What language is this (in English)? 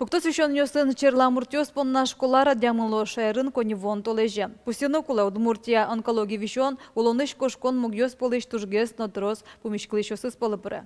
Udmurt